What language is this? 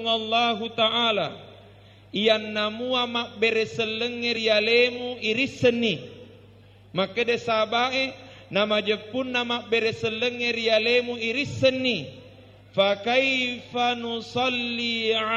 Buginese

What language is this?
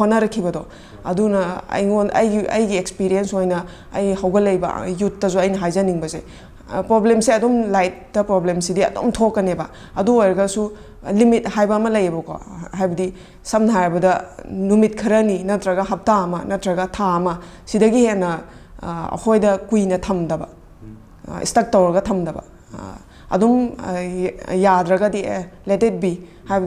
Manipuri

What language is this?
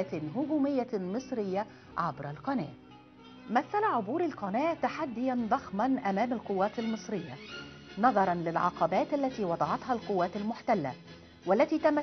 Arabic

